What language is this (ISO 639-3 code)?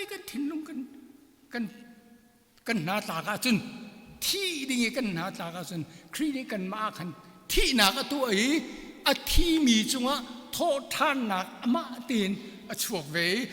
cnh